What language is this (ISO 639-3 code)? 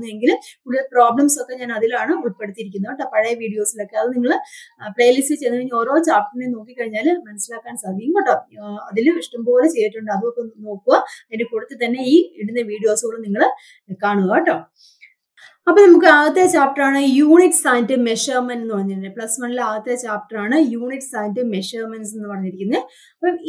mal